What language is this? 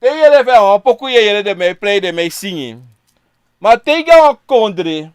Sranan Tongo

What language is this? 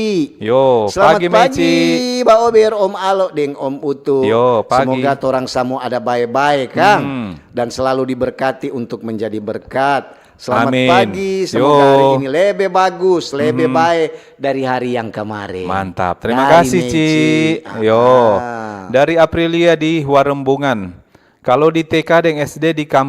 Manado Malay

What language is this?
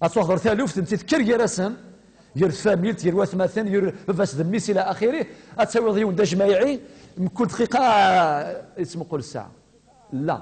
Kabyle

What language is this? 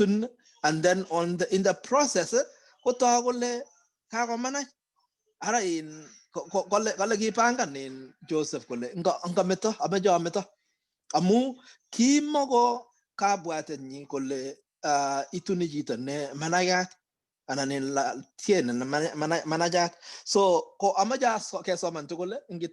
Kalenjin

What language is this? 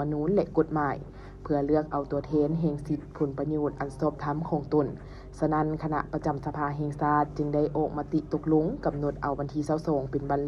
Lao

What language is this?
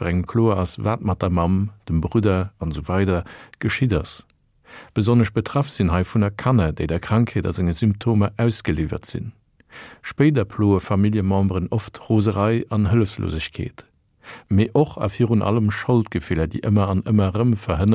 Luxembourgish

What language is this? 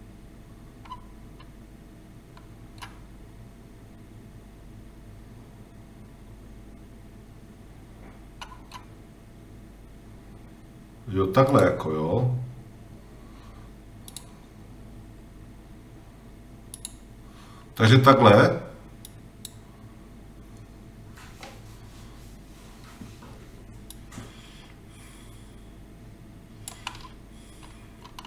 Czech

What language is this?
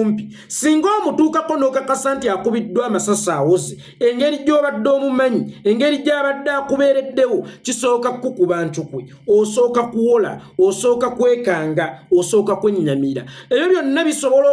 Ganda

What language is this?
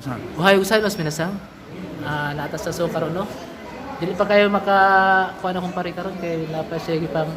Cebuano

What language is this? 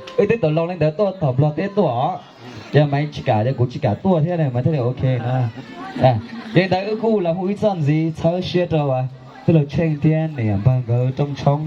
Hmong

